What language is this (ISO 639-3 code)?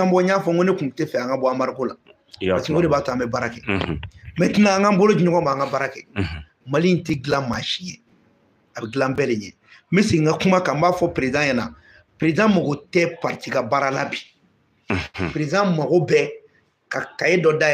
bam